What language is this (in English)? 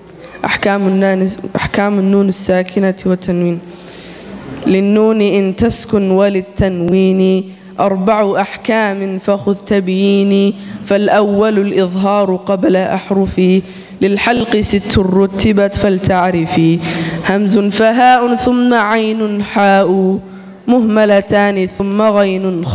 Arabic